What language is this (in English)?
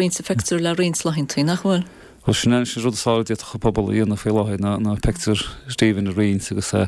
Irish